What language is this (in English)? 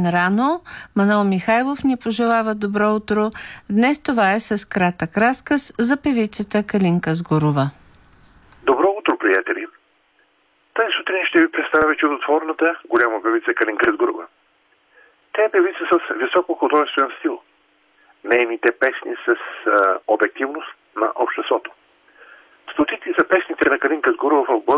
Bulgarian